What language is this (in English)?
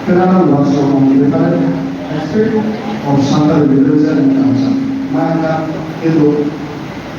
Santali